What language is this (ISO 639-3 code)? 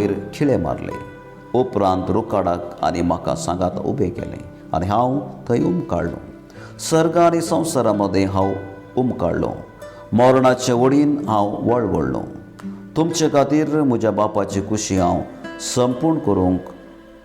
kok